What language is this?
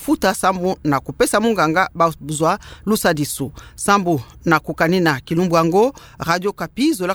Kituba (Democratic Republic of Congo)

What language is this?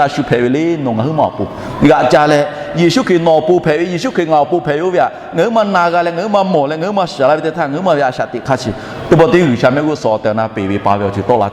Lahu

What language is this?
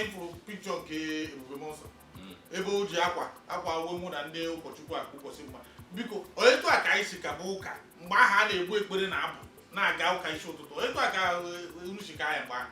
Igbo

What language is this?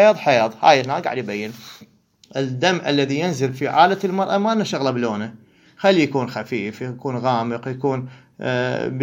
Mesopotamian Arabic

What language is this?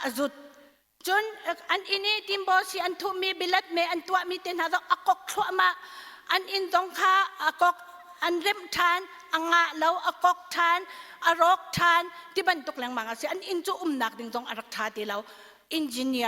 Hakha Chin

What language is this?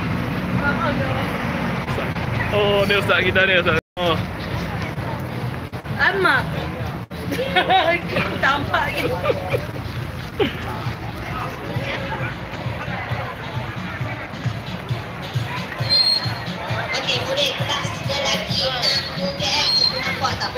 Malay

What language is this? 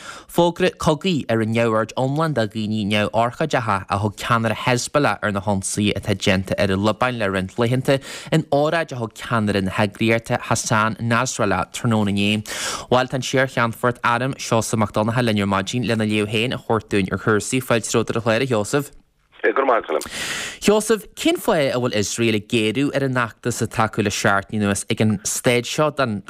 Irish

